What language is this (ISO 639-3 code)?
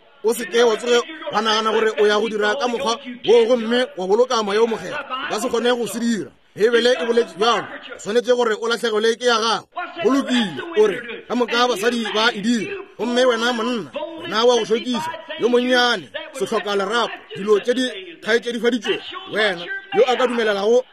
nso